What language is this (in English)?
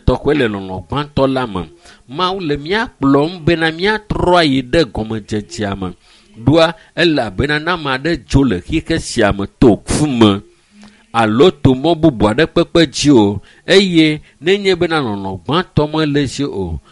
Ewe